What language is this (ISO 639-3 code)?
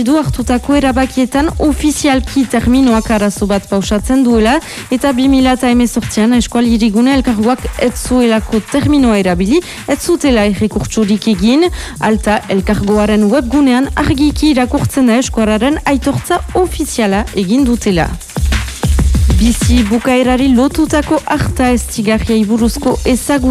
eus